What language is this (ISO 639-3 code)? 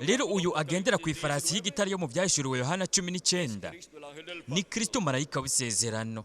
run